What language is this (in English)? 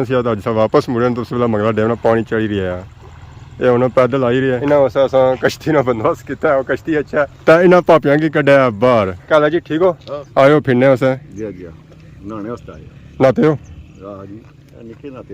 Pahari-Potwari